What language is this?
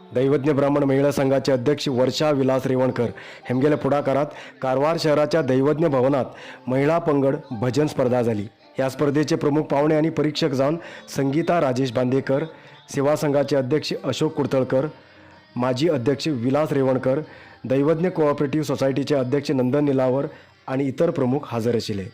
Konkani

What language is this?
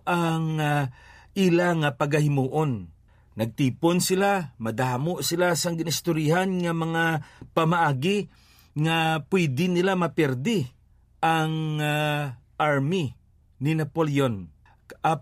Hiligaynon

